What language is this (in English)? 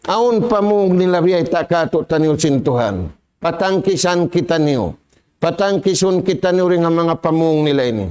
Tausug